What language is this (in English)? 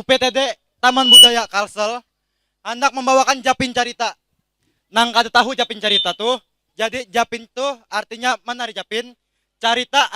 Banjar